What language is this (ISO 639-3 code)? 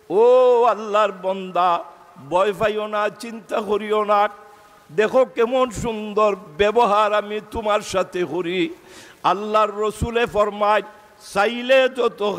syl